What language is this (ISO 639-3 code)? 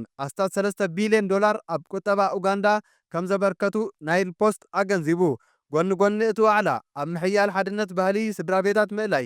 tir